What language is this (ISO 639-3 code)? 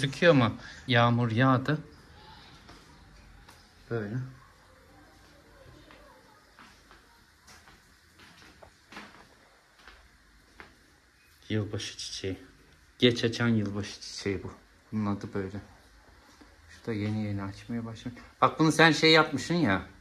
tur